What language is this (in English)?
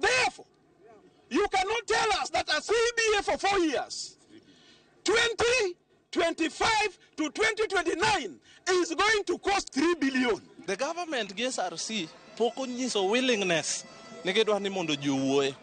Luo (Kenya and Tanzania)